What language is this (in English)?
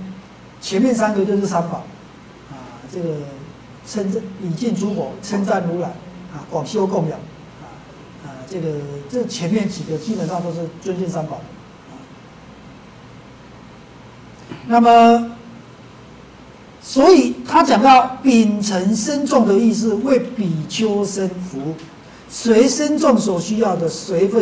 Chinese